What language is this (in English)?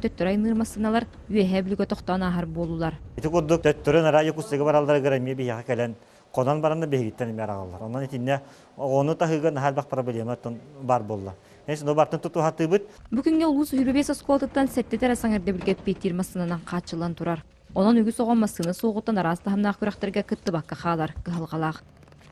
Yakut